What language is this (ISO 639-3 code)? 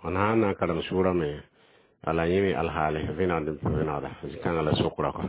mos